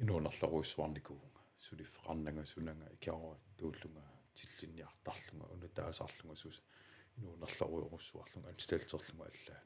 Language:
Kalaallisut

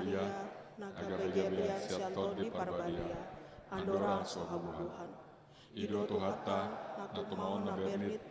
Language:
Batak Toba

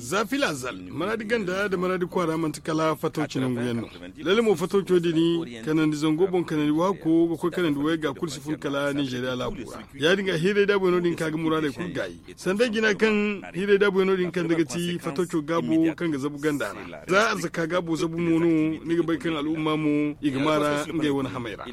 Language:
Zarma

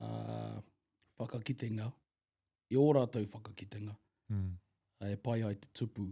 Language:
Māori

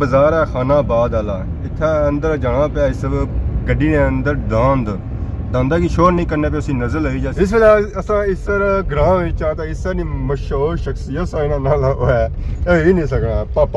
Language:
Pahari-Potwari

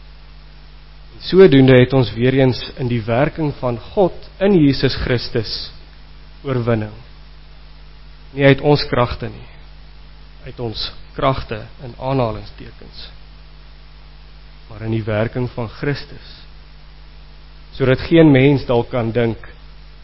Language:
Afrikaans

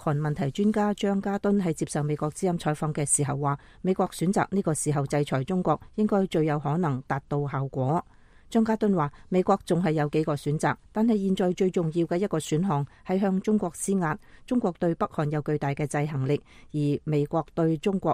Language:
Cantonese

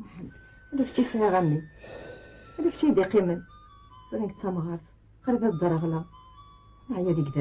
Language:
Kabyle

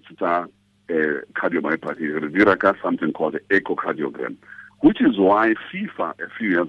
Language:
Tswana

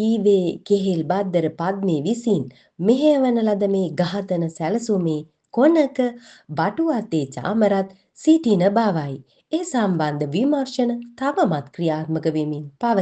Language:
Sinhala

